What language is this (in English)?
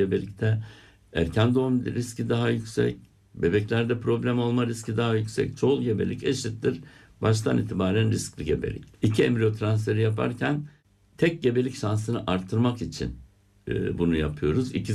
Turkish